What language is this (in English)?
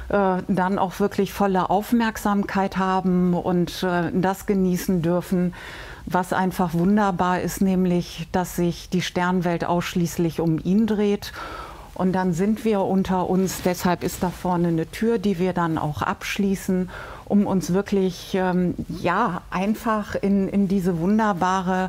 German